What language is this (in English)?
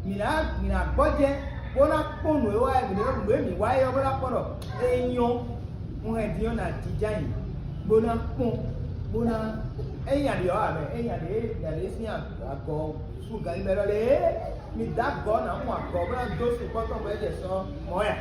Fon